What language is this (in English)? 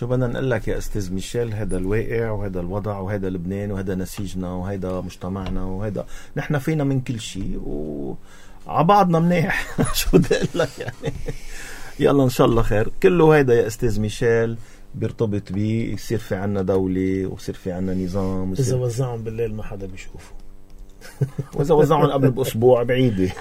North Levantine Arabic